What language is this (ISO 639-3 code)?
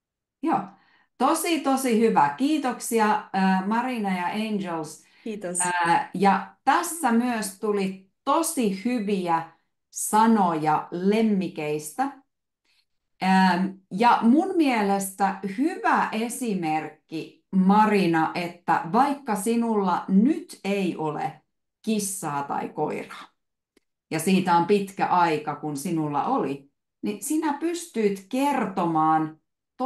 fin